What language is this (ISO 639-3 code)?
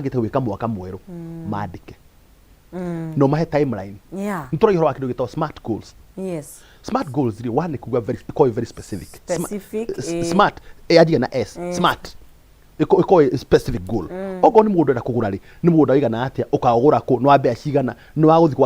kik